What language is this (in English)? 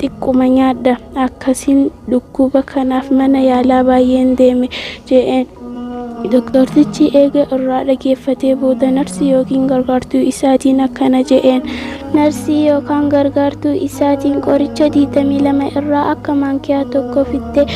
Oromo